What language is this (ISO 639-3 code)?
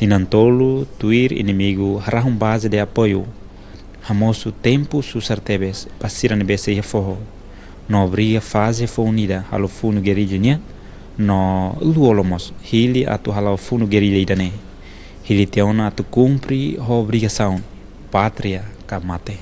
tet